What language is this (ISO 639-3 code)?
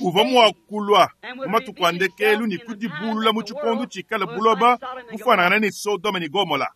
lua